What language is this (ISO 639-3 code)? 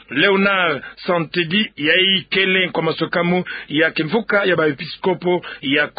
ktu